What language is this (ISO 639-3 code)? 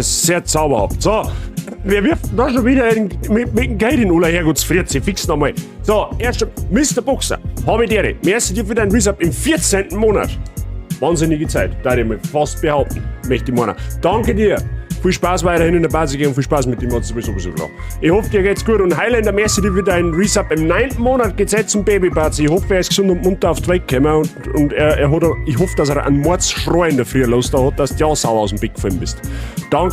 bar